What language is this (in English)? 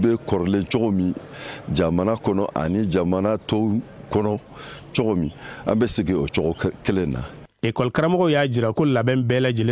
Bambara